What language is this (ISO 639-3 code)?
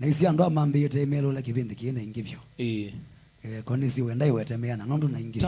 kam